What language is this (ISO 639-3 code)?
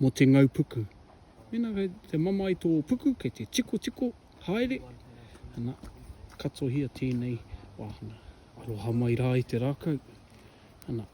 mri